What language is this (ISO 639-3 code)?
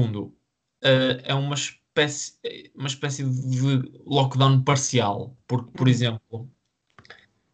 por